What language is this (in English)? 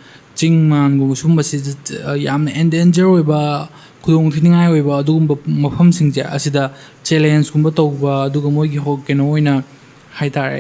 Manipuri